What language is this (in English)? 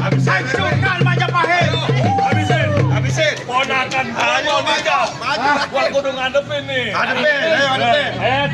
Betawi